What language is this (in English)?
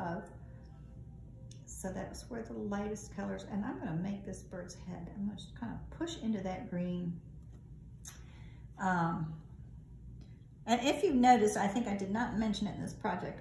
English